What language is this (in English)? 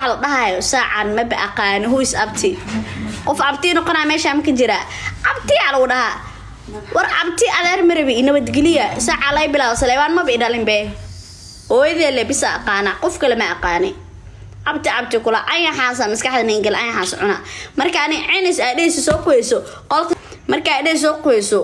Somali